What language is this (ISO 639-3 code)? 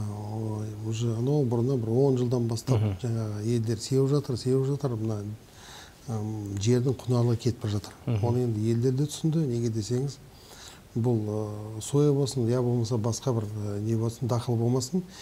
kaz